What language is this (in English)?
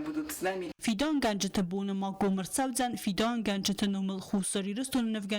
Ossetic